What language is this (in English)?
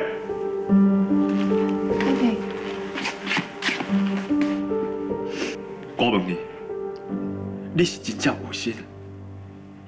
Min Nan Chinese